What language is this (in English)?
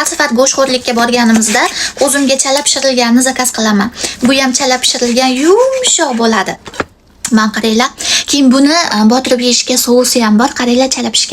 Uzbek